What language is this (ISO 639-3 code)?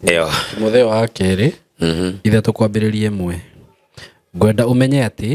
kik